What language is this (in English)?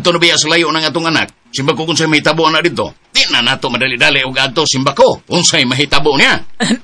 Cebuano